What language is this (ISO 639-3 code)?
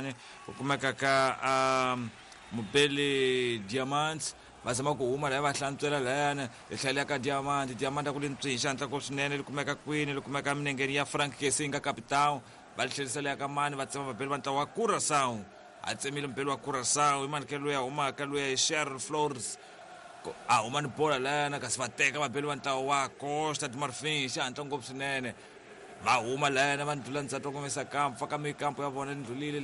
tso